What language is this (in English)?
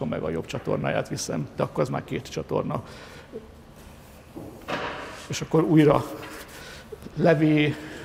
Hungarian